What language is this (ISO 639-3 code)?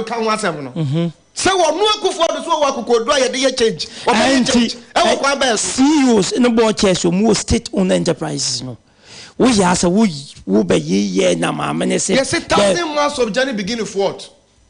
aka